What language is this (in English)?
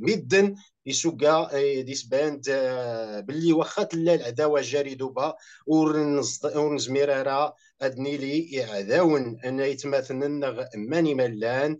Kabyle